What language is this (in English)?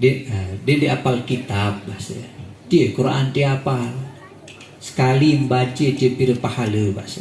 Sasak